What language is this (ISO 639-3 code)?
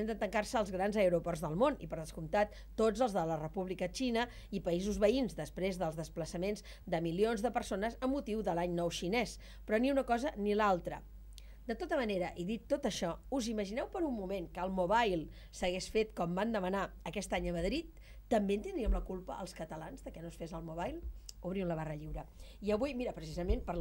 cat